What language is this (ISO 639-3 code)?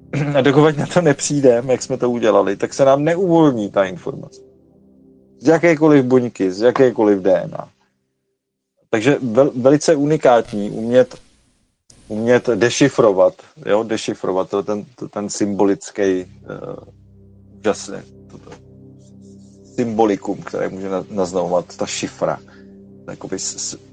ces